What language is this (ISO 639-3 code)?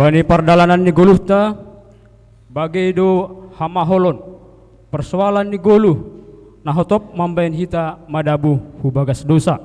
bts